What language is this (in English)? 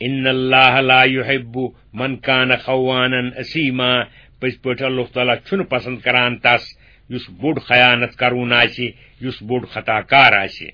Kashmiri